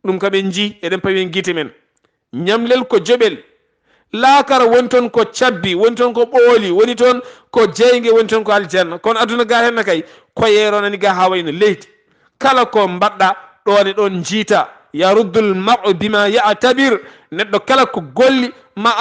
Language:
Fula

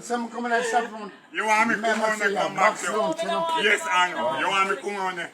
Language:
Jamaican Creole English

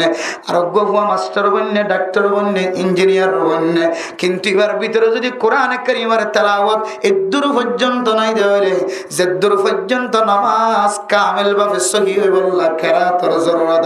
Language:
Rohingya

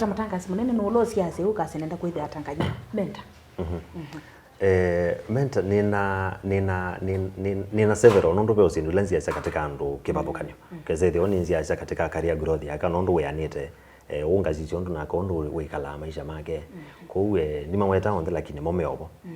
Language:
Kamba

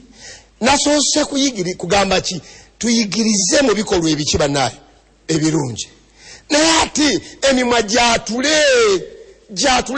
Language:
Ganda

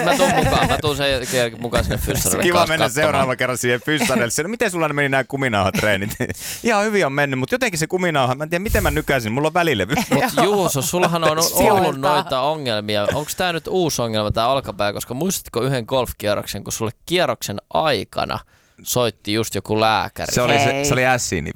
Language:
Finnish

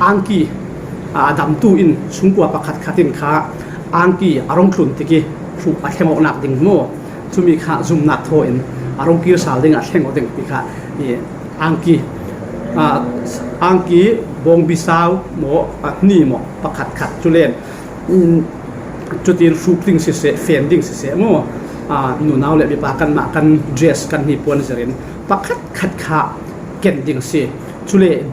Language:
Falam Chin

